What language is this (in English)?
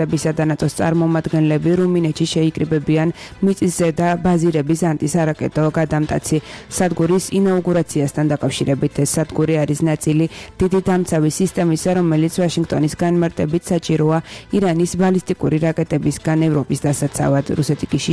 Georgian